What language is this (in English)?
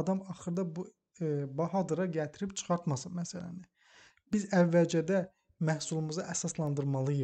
Azerbaijani